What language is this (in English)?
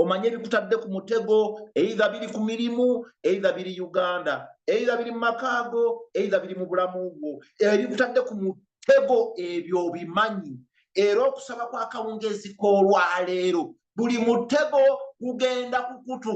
Ganda